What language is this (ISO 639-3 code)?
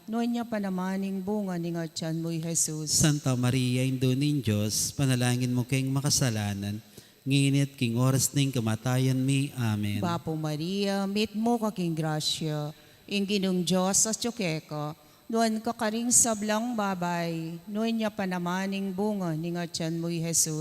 pam